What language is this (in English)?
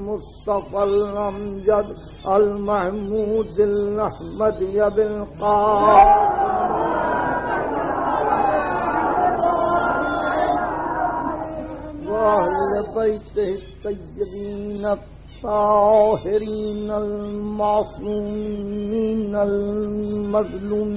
Urdu